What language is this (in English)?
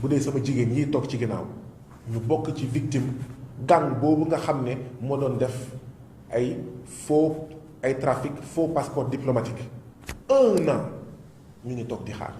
Wolof